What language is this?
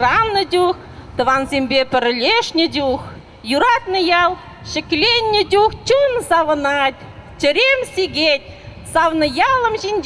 Chuvash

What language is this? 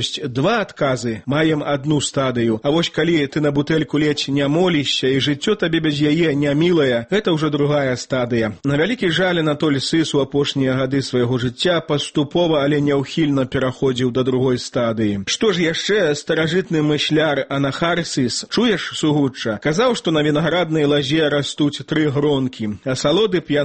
Belarusian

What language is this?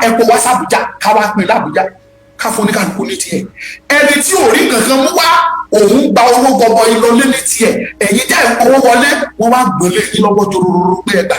Yoruba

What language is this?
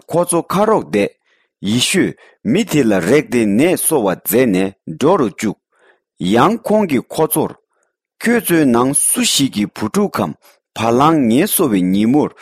Tibetan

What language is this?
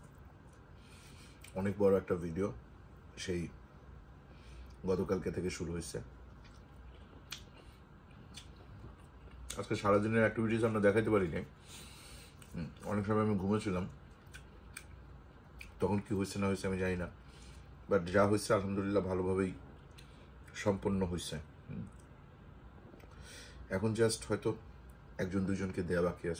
Bangla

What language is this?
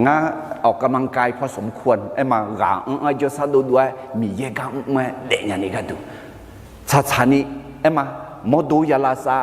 Akha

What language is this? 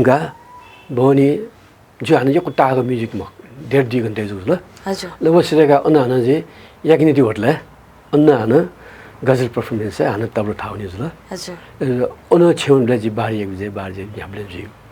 Newari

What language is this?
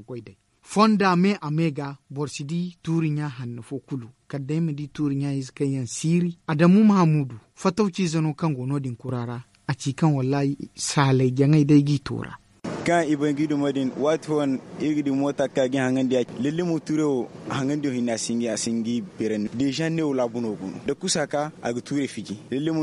Zarma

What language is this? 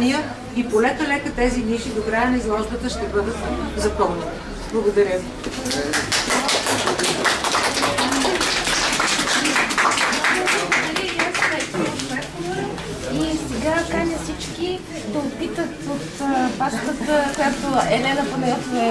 Bulgarian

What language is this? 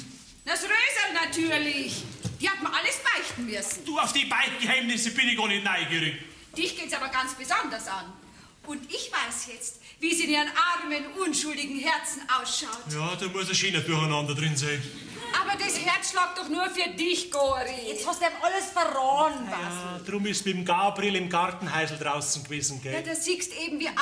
Bavarian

